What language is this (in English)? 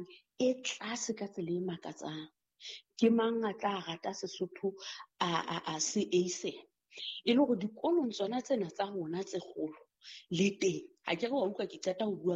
Southern Sotho